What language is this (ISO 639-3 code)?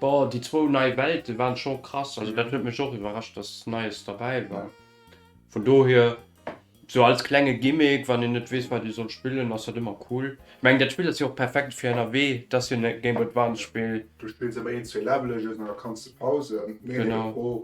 ltz